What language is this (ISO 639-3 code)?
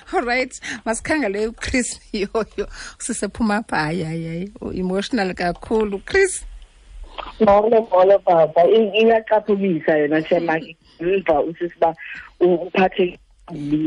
xho